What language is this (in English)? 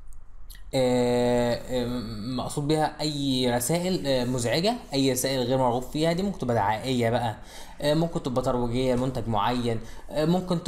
Egyptian Arabic